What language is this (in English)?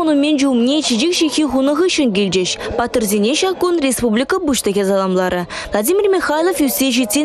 Chuvash